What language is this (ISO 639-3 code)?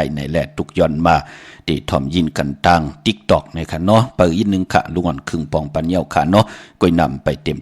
shn